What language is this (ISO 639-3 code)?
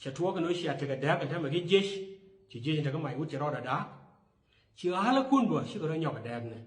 nus